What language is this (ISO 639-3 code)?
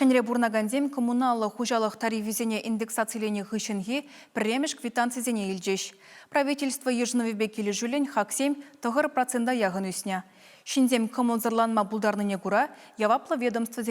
chv